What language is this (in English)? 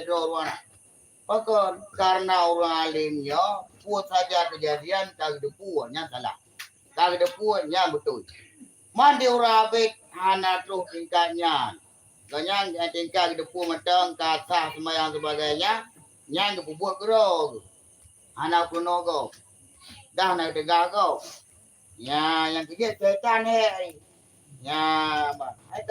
Achinese